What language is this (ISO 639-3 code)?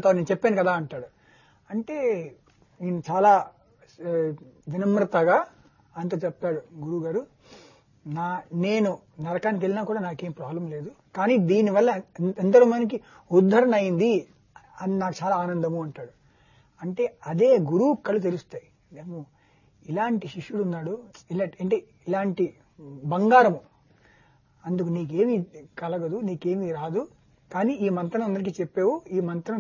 tel